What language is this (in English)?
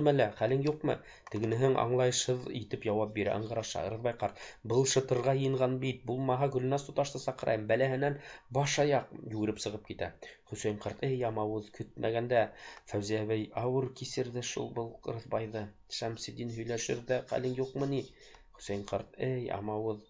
Bashkir